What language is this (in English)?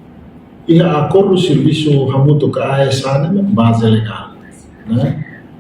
Tetum